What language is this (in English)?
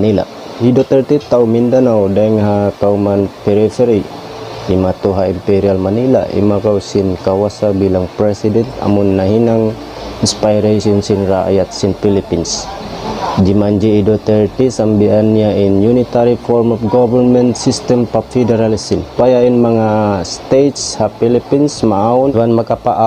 Tausug